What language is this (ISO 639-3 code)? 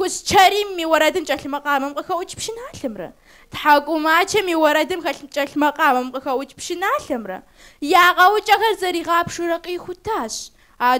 kbd